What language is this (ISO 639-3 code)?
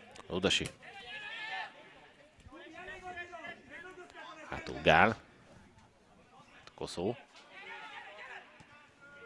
hun